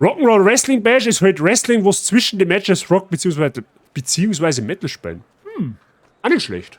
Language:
Bavarian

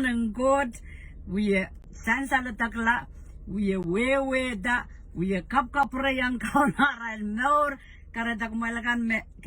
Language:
Pohnpeian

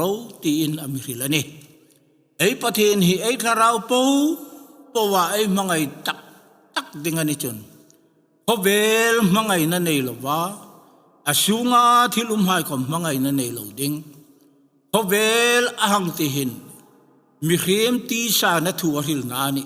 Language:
Hmar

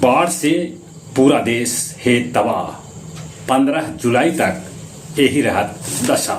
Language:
Magahi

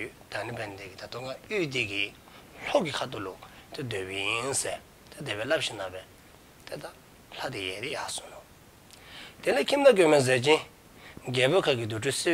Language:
Dzongkha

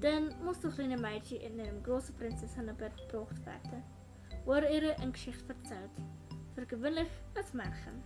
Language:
Swiss German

